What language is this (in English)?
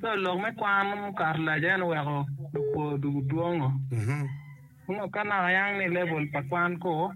Acoli